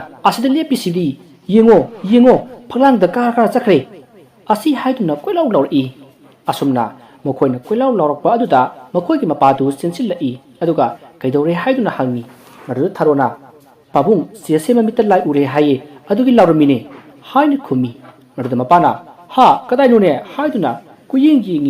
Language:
Manipuri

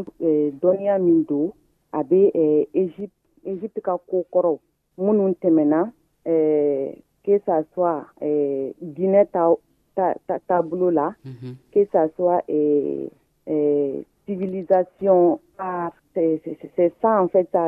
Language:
Dyula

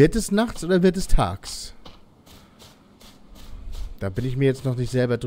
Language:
German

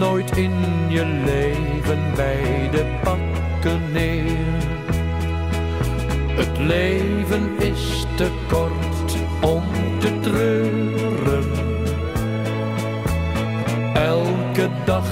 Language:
Dutch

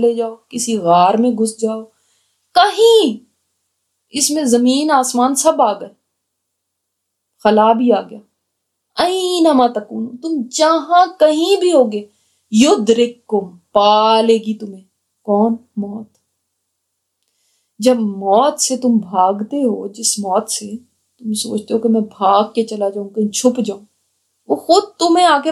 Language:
Urdu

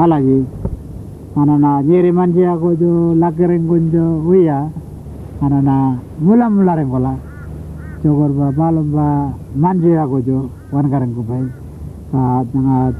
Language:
Pitjantjatjara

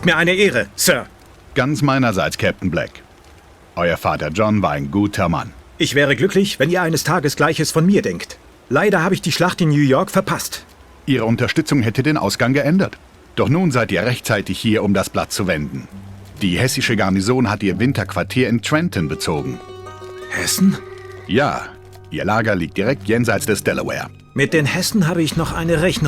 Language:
Bavarian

